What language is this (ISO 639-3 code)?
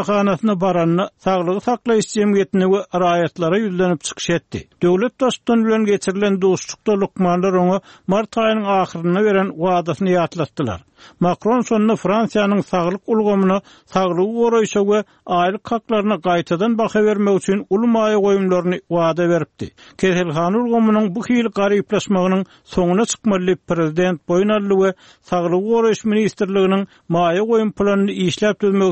tuk